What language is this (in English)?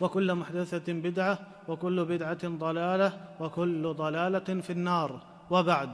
Baluchi